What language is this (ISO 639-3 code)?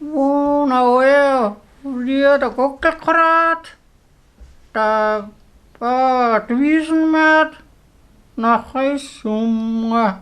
bar